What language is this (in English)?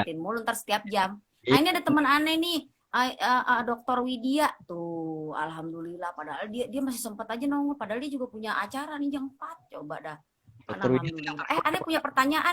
Betawi